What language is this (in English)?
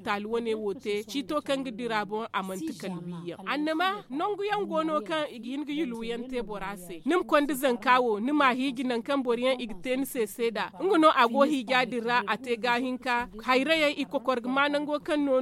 Zarma